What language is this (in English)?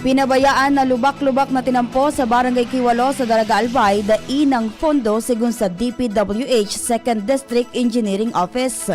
Bikol